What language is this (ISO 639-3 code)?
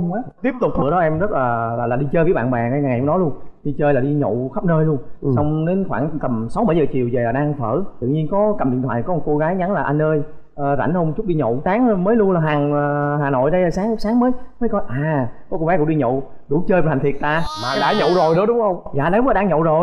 vie